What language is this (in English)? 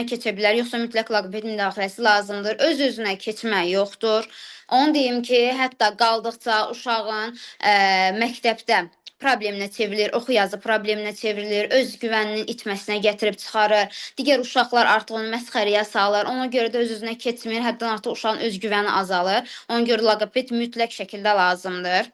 Azerbaijani